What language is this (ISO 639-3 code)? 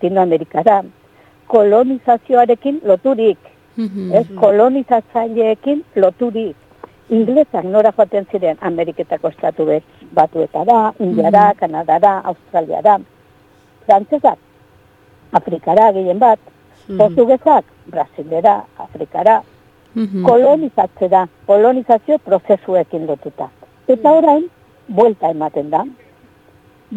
eus